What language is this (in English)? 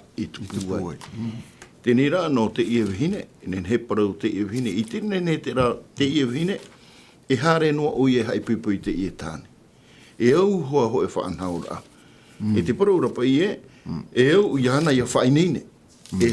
Tahitian